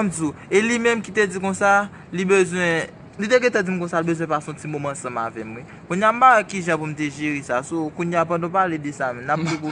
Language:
Haitian Creole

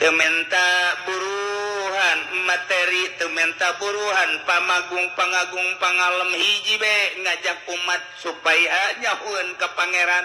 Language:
Sundanese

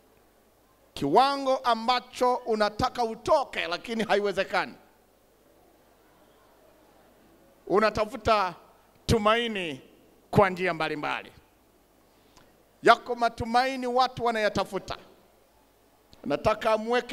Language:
Swahili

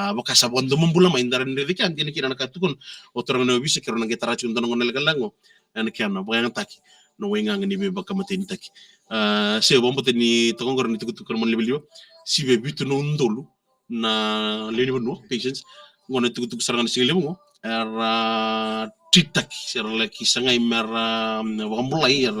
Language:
Fijian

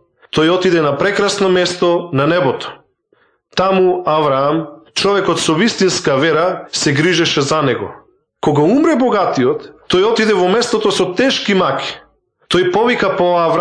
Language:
Macedonian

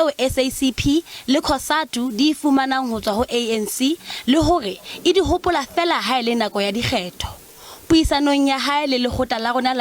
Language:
Southern Sotho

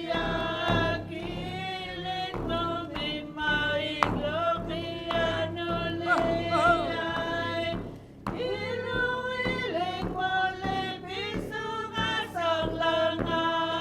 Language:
Inuktitut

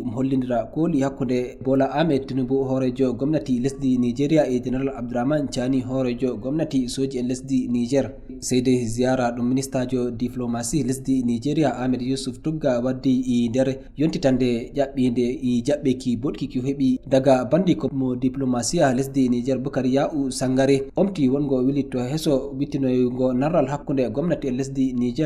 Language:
Fula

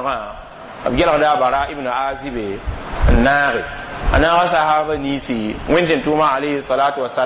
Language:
Mossi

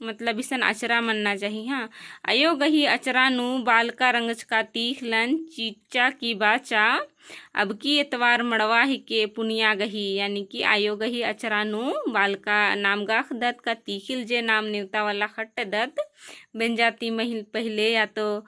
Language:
Kurukh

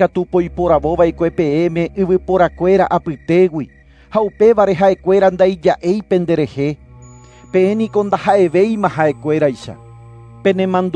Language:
Guarani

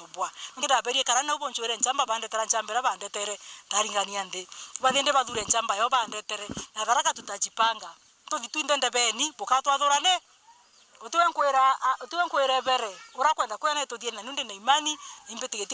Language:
Meru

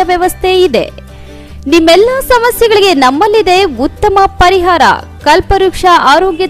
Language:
Kannada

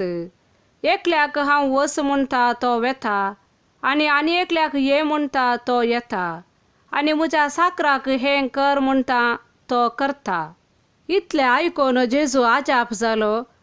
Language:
Konkani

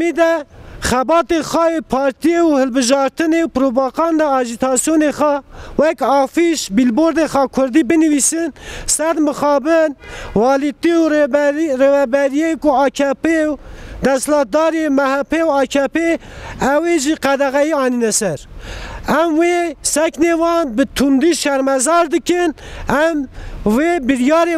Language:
Kurdish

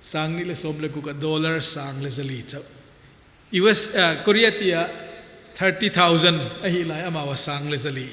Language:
Paite Chin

